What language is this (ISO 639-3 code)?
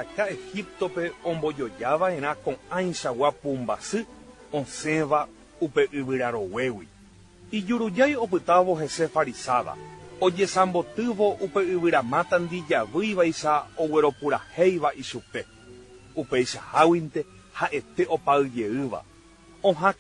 grn